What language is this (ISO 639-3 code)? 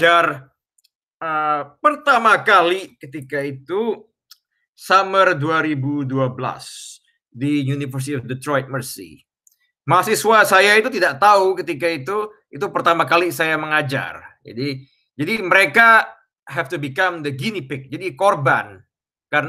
ind